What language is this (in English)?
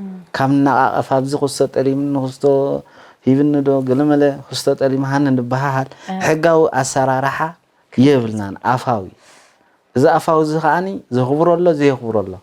Tigrinya